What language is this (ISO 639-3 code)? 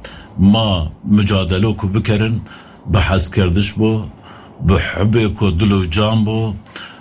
kur